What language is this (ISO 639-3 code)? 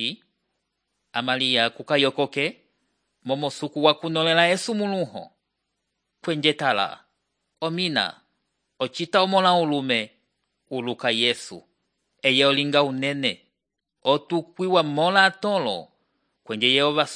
umb